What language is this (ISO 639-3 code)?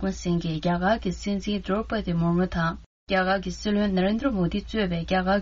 bod